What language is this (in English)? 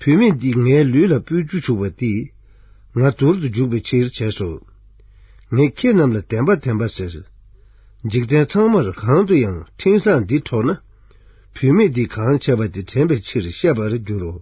Tibetan